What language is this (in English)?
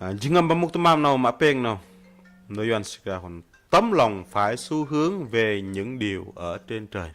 Bahnar